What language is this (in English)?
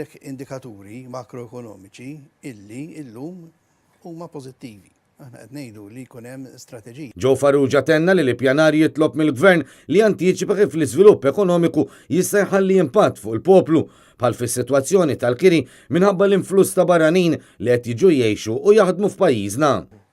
Maltese